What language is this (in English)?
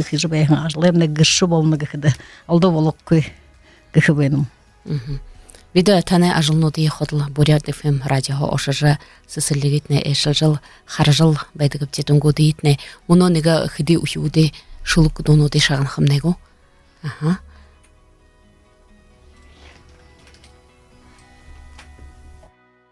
Buriat